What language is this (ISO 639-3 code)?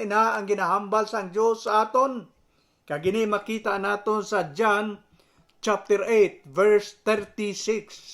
hil